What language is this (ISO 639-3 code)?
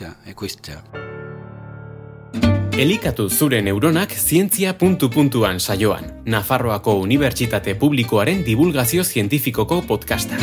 eus